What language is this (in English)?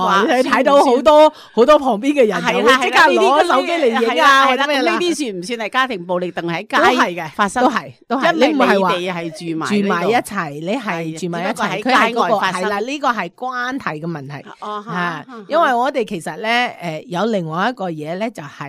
Cantonese